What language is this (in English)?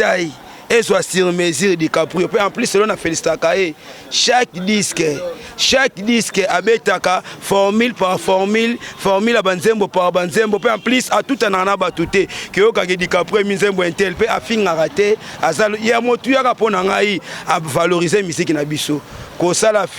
Lingala